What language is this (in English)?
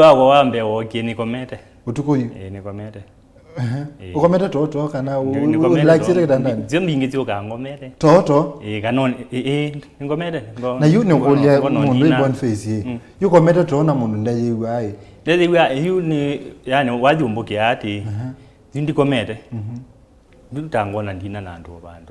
Kamba